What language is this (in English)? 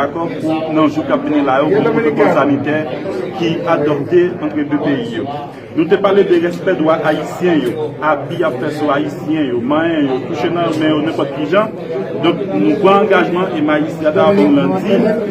Haitian Creole